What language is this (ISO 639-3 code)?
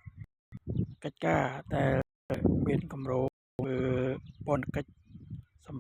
khm